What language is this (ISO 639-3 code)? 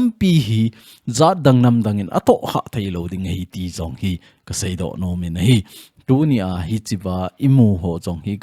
tcz